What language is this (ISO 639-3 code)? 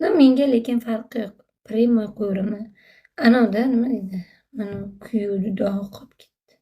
uzb